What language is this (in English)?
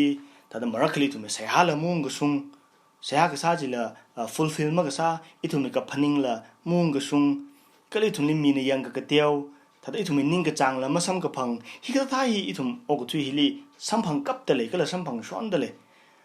Tangkhul Naga (India)